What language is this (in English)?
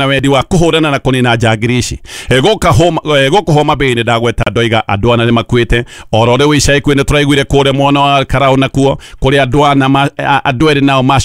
Kikuyu